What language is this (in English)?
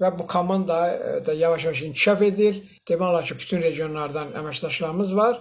Azerbaijani